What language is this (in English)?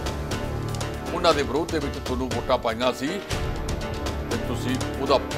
Punjabi